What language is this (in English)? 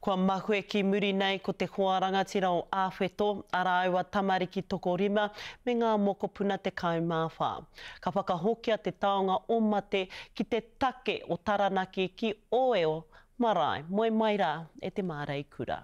Māori